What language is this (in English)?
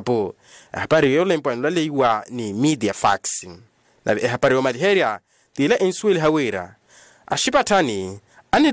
Makhuwa